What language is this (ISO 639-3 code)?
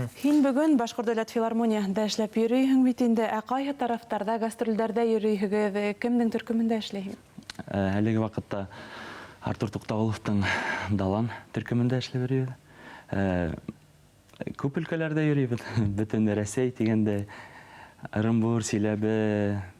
bak